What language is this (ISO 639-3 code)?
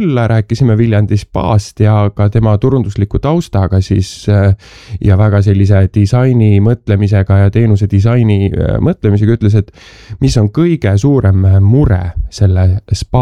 est